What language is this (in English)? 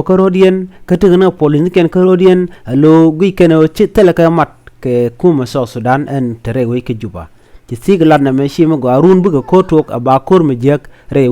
Nuer